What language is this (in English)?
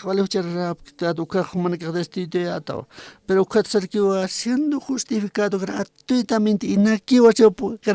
Aymara